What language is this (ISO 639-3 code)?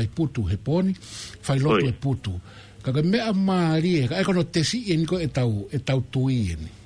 ton